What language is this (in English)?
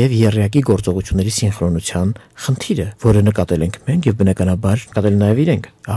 Armenian